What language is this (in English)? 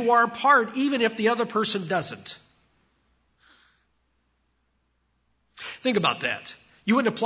English